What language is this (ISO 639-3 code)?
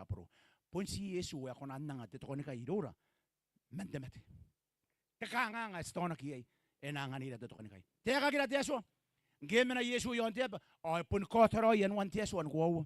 gil